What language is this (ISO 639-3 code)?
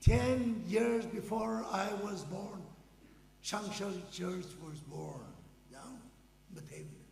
nmf